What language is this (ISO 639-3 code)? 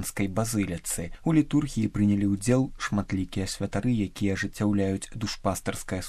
bel